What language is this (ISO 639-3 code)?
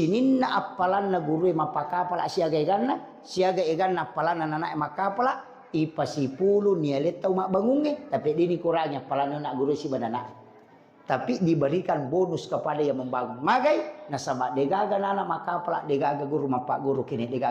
bug